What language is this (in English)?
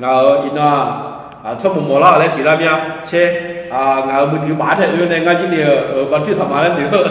Akha